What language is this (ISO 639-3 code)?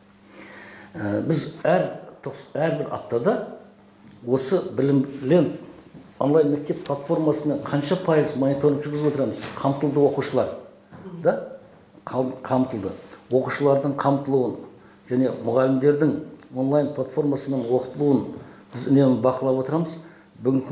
kaz